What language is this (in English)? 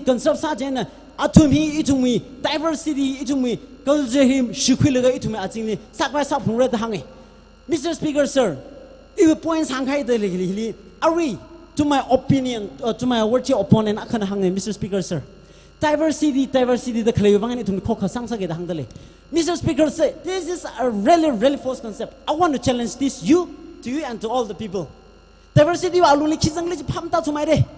Tangkhul Naga (India)